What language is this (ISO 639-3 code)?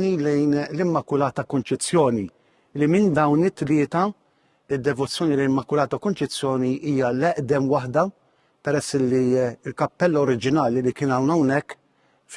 mlt